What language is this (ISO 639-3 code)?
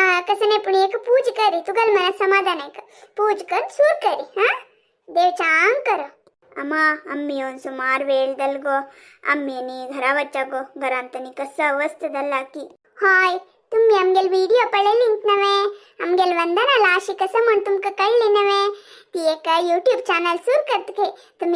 kok